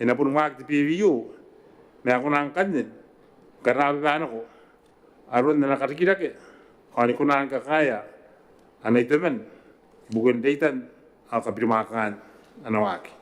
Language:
Gilbertese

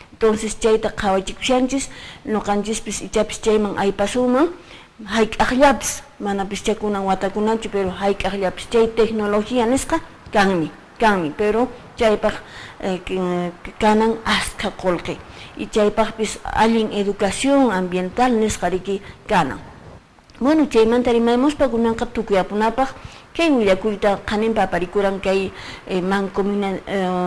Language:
Quechua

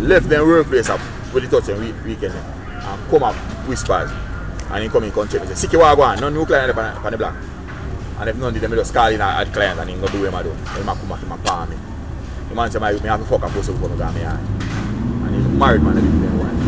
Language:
Jamaican Creole English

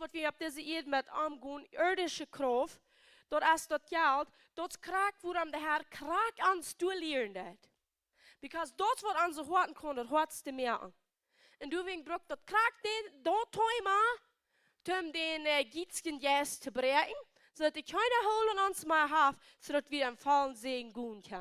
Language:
Plautdietsch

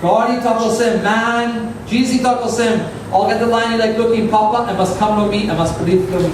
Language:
Tok Pisin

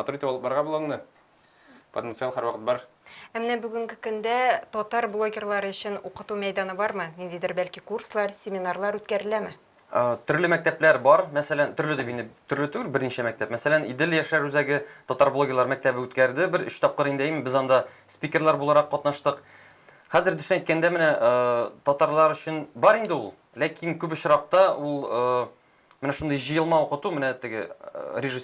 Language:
Tatar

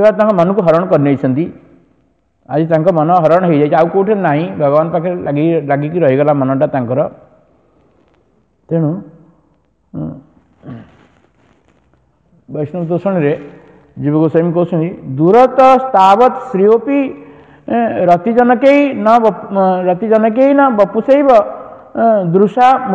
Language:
Odia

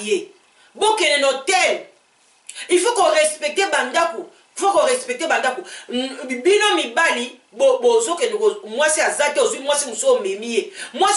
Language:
Lingala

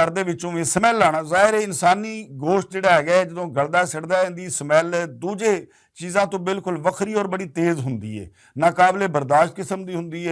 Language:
Western Panjabi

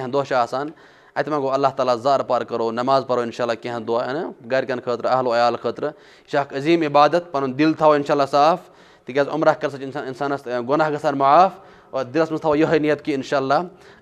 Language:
Kashmiri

